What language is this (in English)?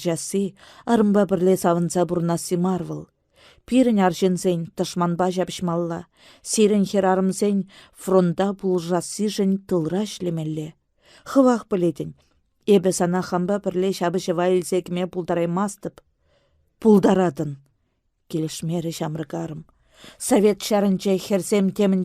Chuvash